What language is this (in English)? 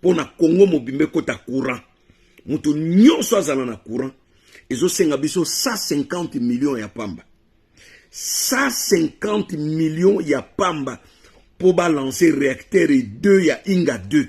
Lingala